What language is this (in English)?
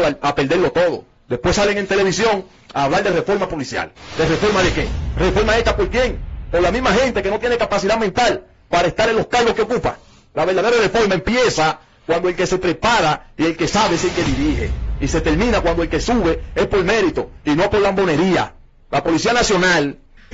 Spanish